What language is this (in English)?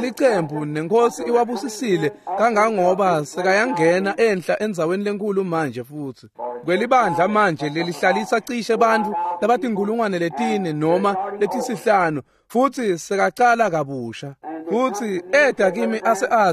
Swati